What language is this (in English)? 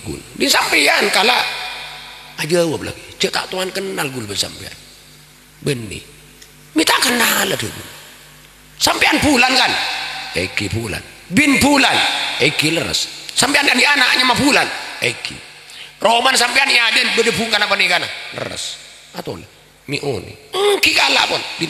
Madurese